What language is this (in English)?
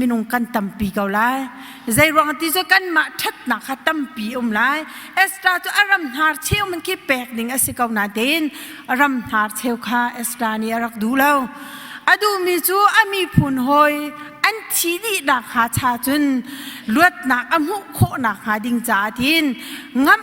Hakha Chin